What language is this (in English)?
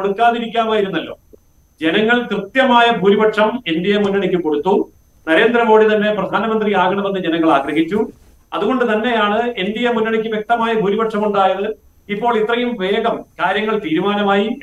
Malayalam